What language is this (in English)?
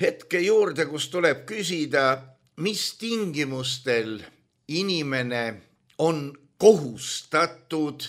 Estonian